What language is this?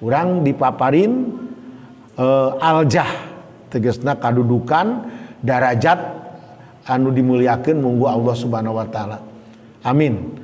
Sundanese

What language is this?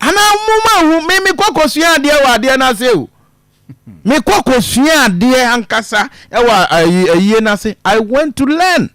Akan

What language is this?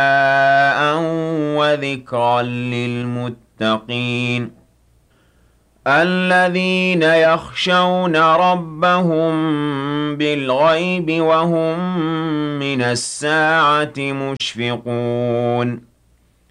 Arabic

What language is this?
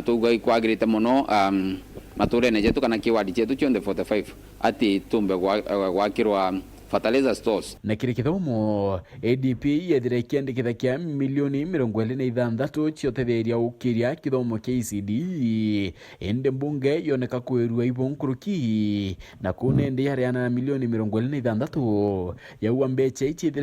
Meru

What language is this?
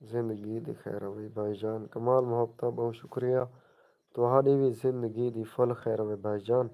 Saraiki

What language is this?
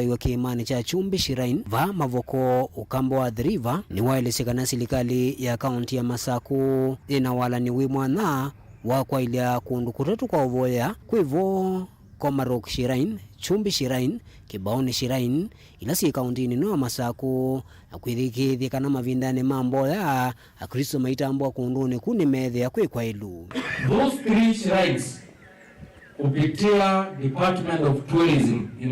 Kamba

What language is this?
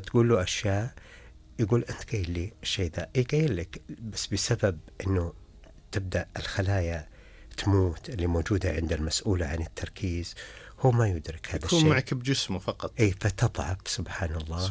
Najdi Arabic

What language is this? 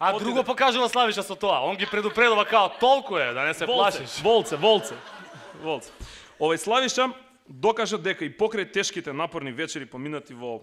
Macedonian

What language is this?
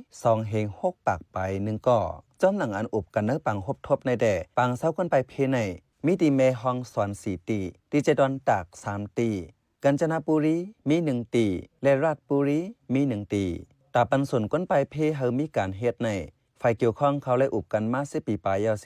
Shan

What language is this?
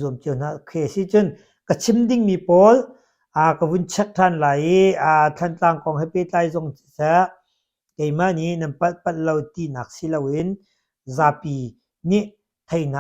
Hakha Chin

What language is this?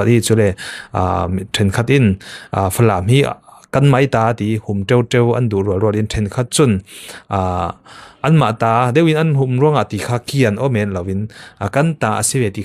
Falam Chin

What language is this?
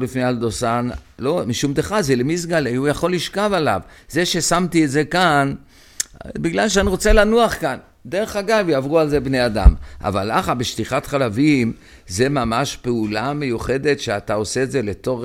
Hebrew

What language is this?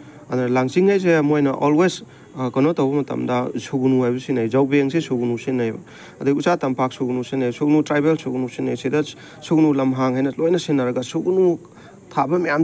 Manipuri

